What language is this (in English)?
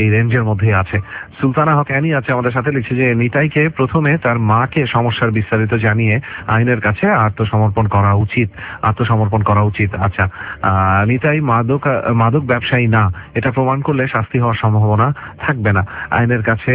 Bangla